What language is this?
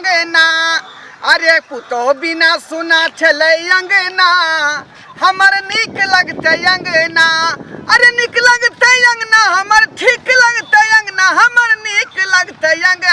Maithili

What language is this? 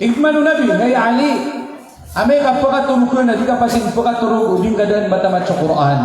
Maranao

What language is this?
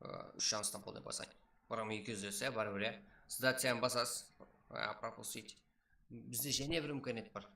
Kara-Kalpak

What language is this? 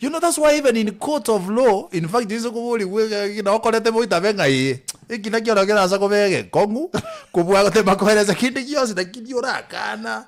Gusii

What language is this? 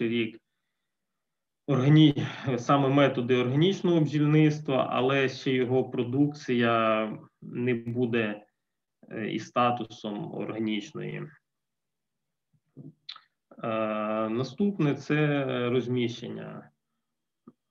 Ukrainian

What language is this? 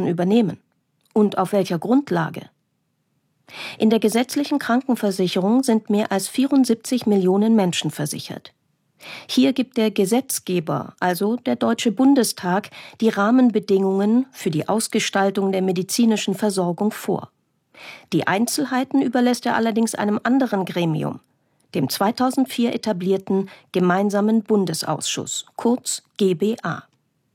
German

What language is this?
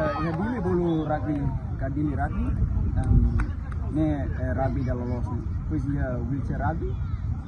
Tetum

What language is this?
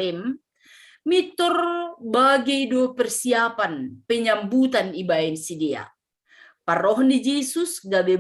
Batak Simalungun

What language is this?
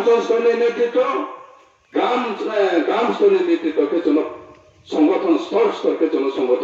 Riang (India)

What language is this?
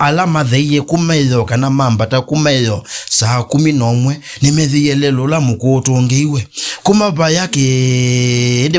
Kamba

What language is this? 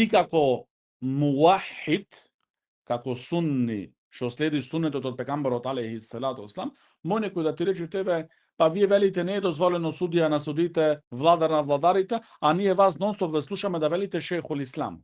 Macedonian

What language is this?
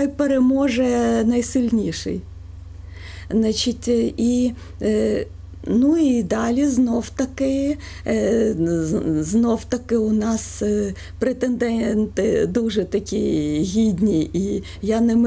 Ukrainian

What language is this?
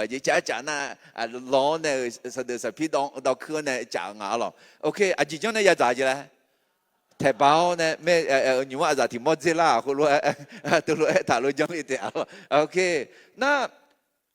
Akha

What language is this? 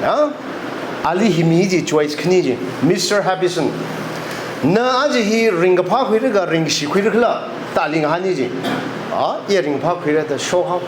Tangkhul Naga (India)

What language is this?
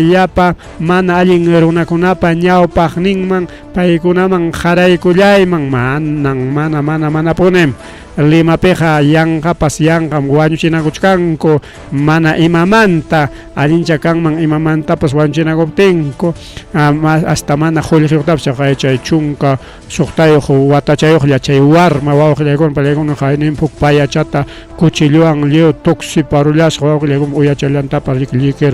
Ayacucho Quechua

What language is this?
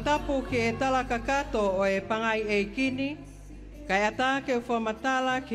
Tongan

